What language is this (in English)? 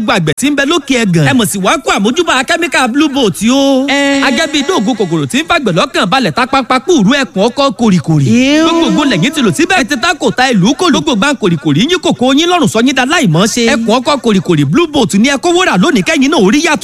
Yoruba